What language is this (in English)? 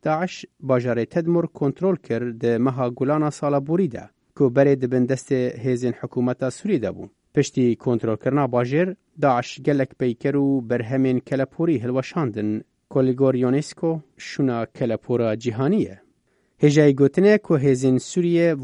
Kurdish